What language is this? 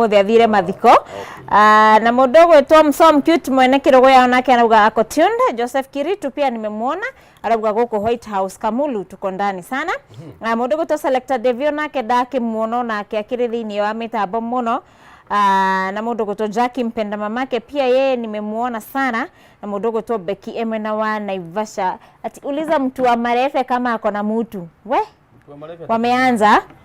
Kikuyu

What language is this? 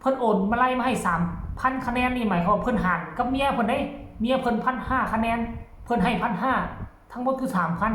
Northeastern Thai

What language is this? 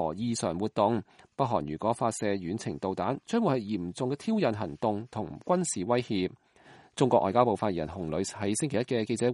Cantonese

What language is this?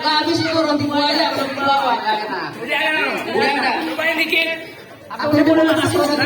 Betawi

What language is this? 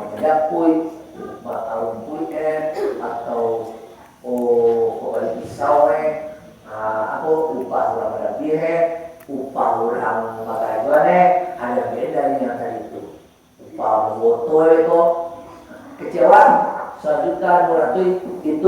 Minangkabau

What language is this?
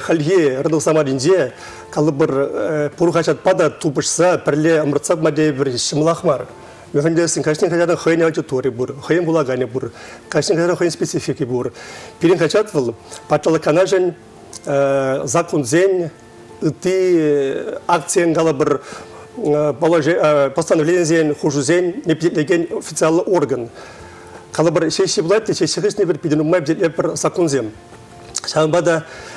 Chuvash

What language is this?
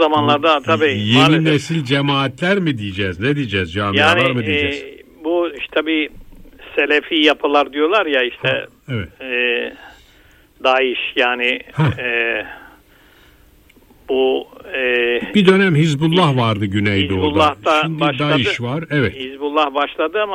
Turkish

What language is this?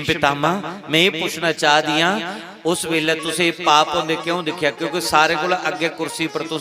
Dogri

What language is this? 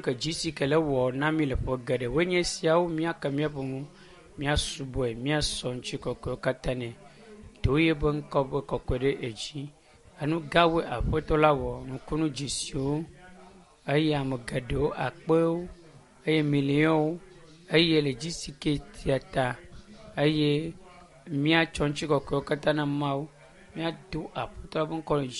Ewe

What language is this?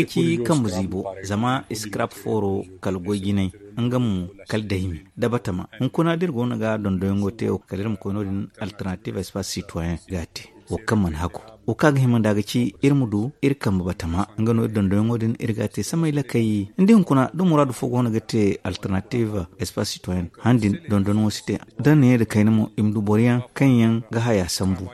Zarma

